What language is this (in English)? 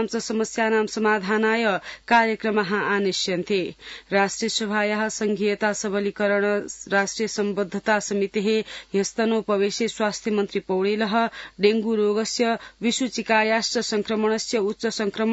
Sanskrit